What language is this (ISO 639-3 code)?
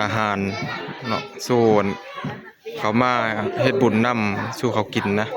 tts